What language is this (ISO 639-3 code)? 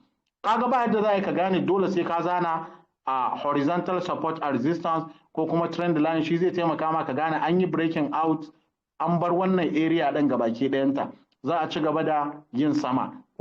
hau